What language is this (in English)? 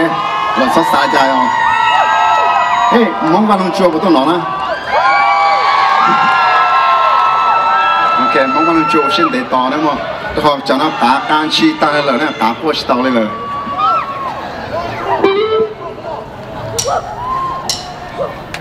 Vietnamese